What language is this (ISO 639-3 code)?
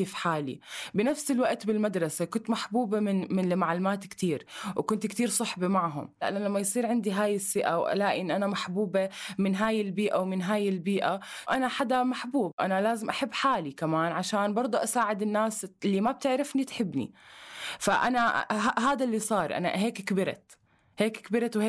apc